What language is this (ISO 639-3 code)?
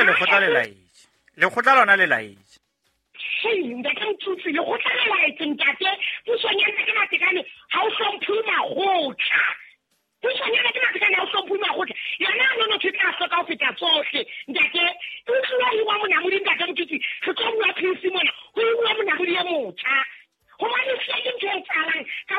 sot